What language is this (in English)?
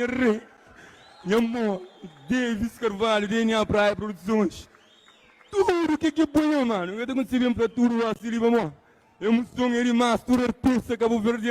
Kabuverdianu